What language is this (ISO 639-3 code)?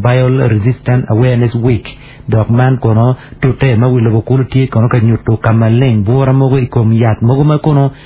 ach